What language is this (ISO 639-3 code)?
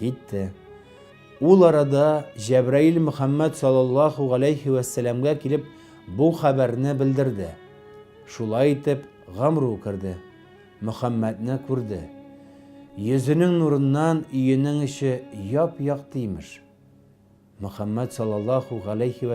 tat